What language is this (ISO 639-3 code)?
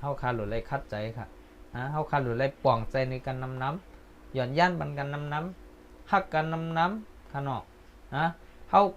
shn